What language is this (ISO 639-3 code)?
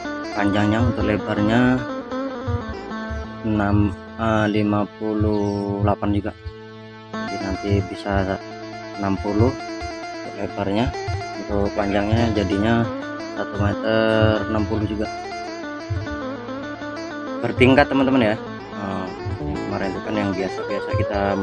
ind